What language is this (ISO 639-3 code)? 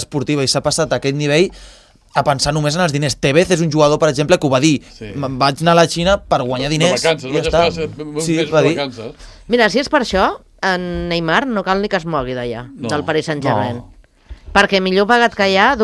cat